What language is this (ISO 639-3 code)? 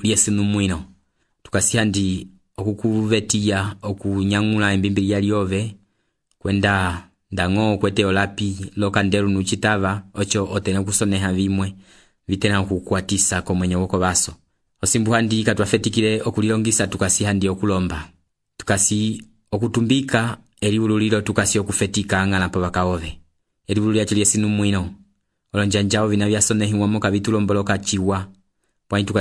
umb